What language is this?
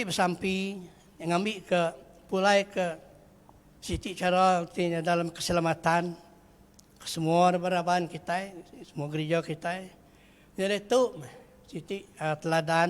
Iban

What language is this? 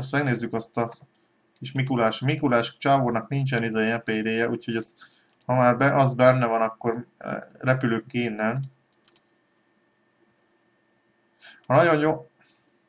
Hungarian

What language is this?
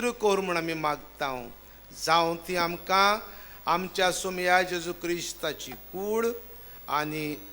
Konkani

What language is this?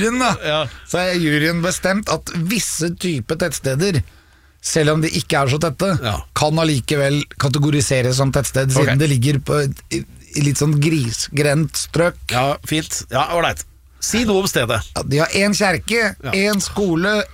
Norwegian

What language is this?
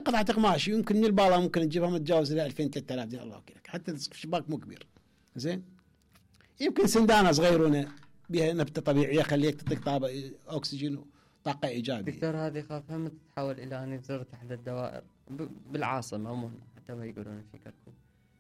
Mesopotamian Arabic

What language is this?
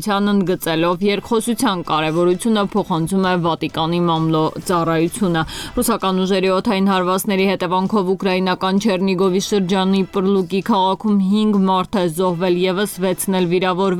Armenian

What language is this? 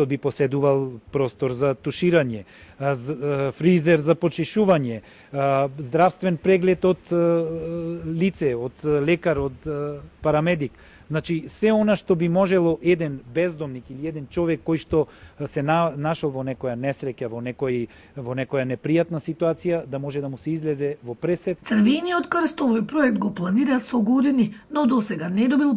Macedonian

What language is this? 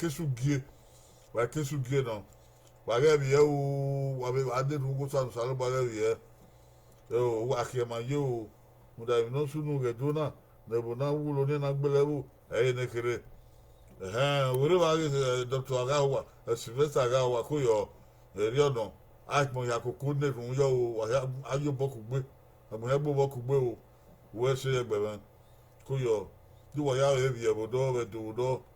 Bini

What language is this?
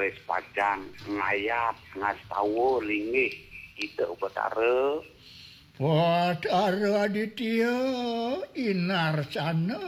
Balinese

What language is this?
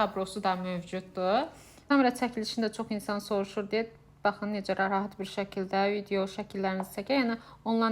Azerbaijani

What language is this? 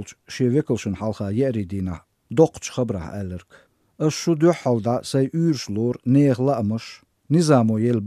Chechen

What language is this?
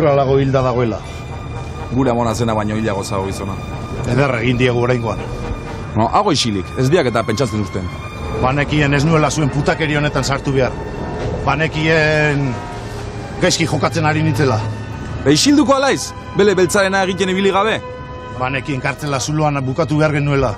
Basque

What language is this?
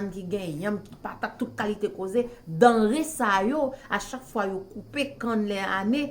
Haitian Creole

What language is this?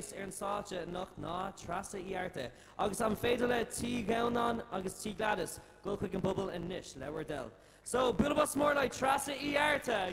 Irish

